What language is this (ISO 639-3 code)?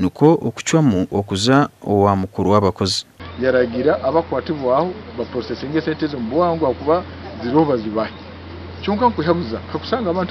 nyn